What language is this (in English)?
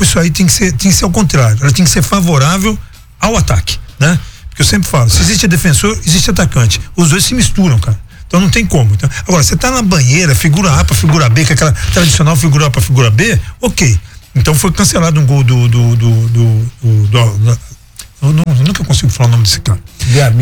Portuguese